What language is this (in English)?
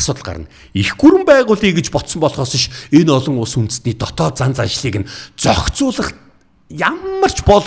Mongolian